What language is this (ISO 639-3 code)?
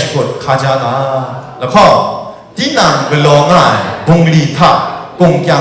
kac